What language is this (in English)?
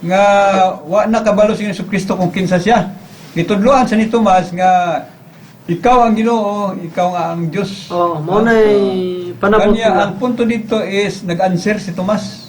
Cebuano